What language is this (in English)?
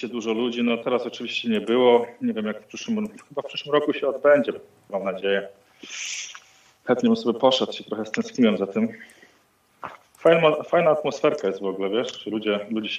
Polish